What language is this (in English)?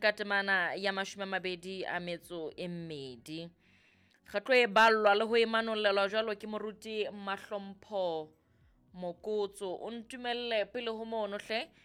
Southern Sotho